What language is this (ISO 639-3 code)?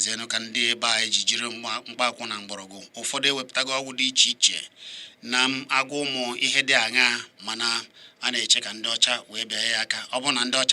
ibo